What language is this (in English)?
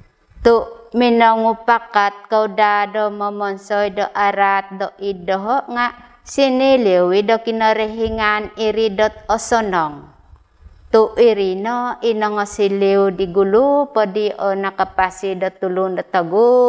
Central Dusun